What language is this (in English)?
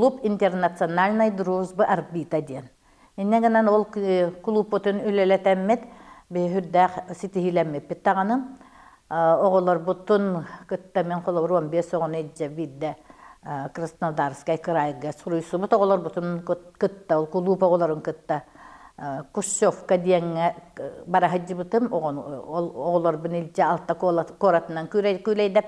Yakut